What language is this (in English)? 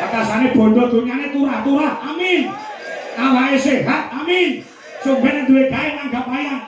Javanese